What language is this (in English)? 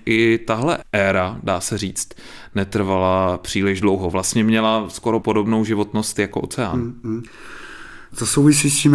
Czech